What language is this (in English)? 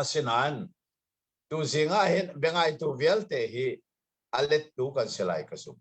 Hakha Chin